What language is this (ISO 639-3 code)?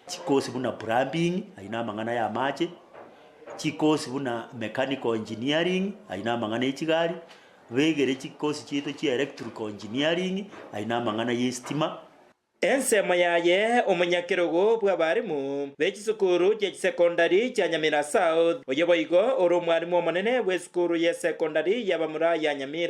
guz